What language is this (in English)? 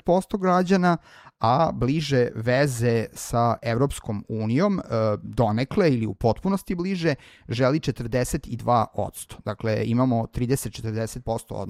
Serbian